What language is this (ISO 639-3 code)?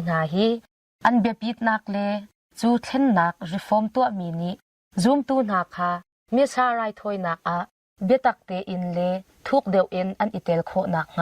cnh